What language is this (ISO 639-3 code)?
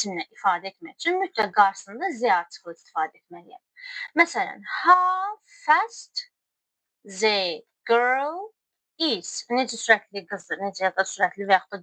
aze